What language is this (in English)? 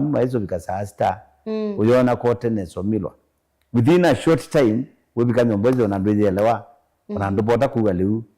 Kamba